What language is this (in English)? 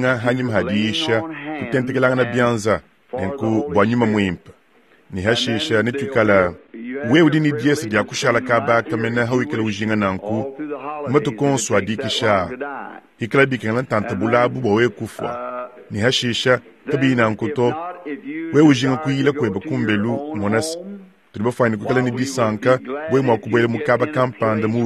Luba-Lulua